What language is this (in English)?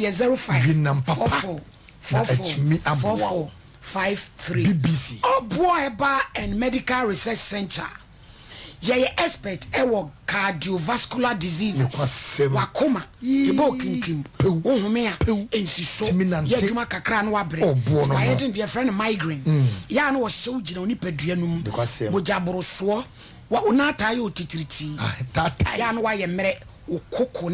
Akan